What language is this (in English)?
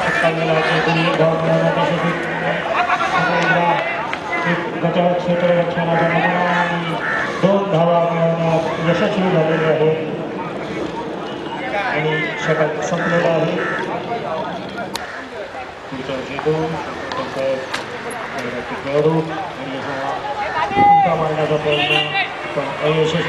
Marathi